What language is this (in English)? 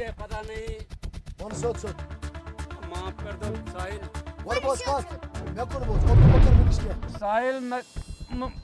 Kashmiri